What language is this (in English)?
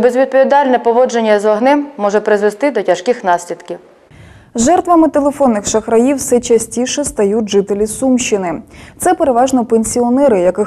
Ukrainian